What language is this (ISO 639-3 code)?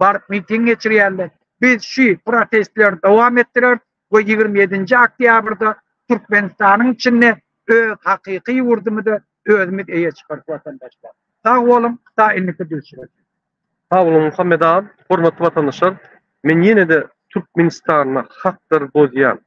tuk